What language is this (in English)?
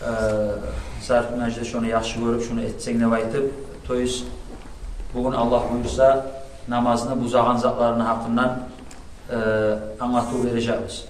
Kumyk